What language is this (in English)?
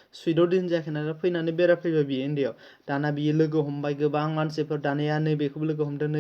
Bodo